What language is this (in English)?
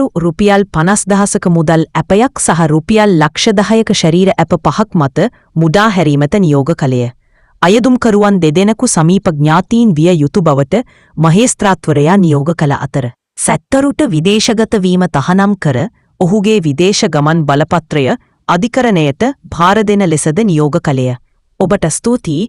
Sinhala